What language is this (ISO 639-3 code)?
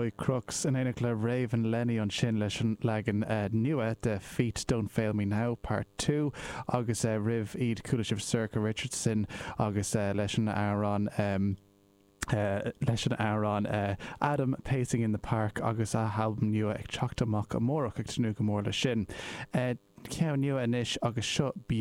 gle